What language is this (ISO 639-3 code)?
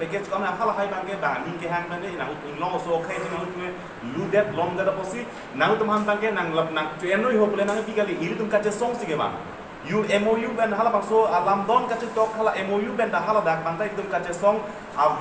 mjw